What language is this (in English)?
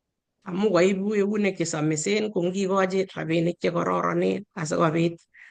Kalenjin